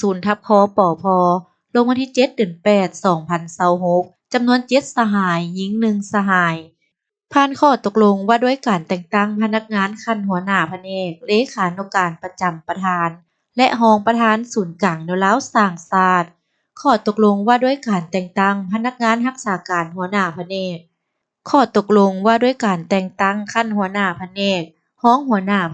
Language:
Lao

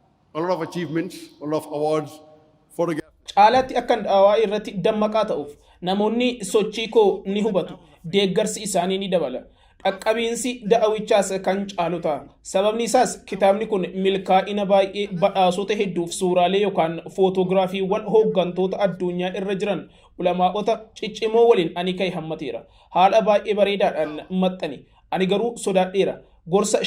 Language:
Oromo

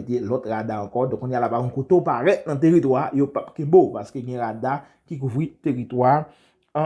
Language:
Haitian Creole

